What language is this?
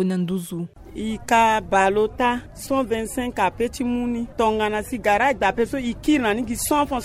Sango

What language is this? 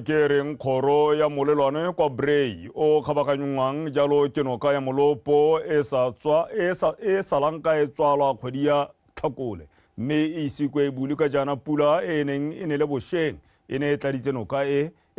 Tswana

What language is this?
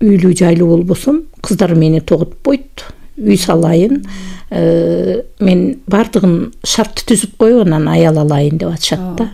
Kyrgyz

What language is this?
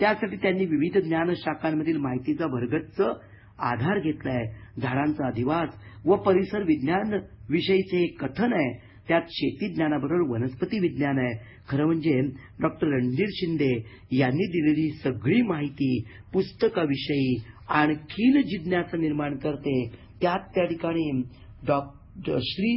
Marathi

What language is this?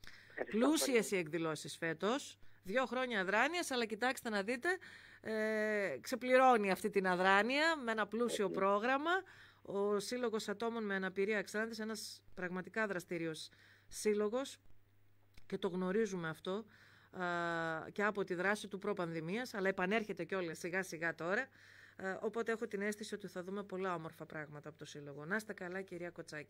Greek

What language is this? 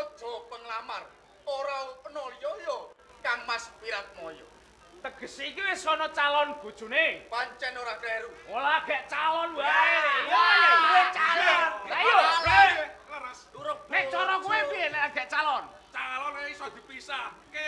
Javanese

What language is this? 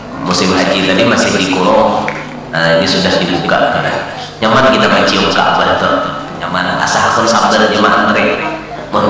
Banjar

